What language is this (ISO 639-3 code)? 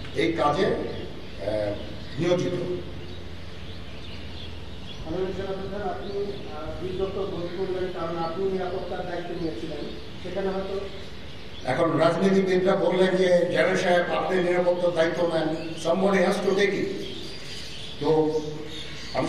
ben